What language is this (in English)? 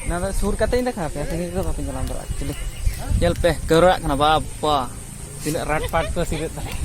Santali